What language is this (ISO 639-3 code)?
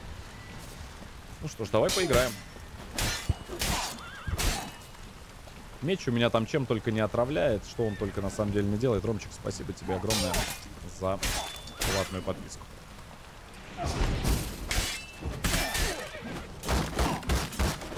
rus